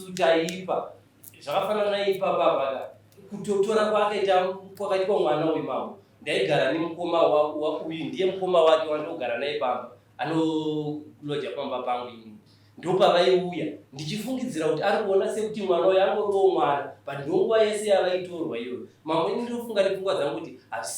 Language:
Shona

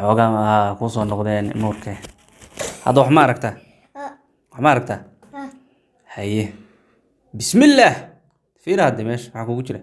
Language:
Somali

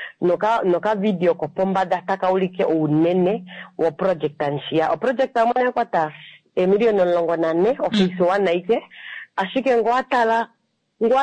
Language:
Kuanyama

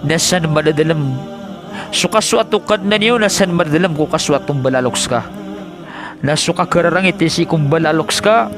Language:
Maranao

